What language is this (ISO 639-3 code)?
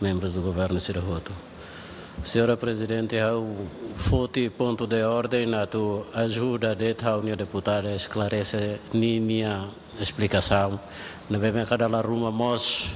tet